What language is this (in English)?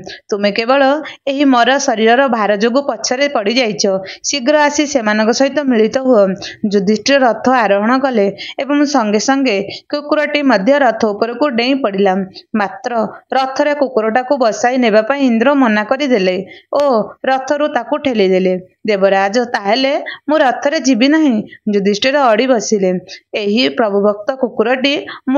Odia